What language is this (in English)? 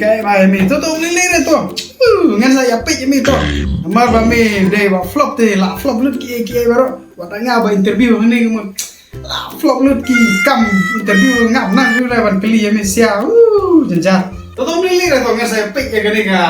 Khasi